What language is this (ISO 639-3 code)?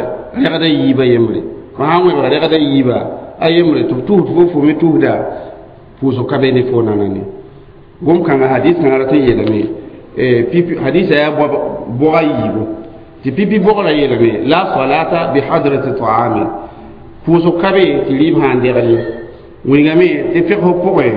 mos